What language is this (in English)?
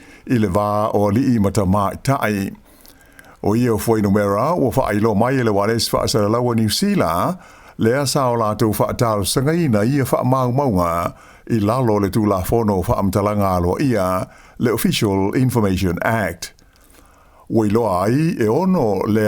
Samoan